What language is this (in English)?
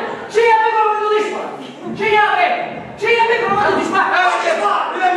Sicilian